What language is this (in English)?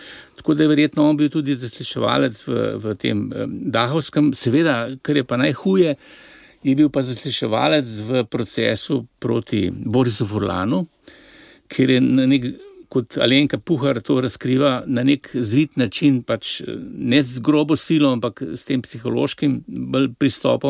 Slovenian